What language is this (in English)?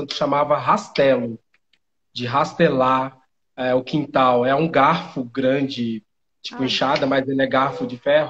Portuguese